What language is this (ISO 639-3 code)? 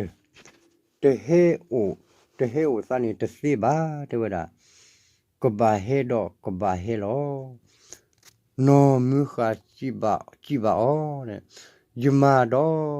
ksw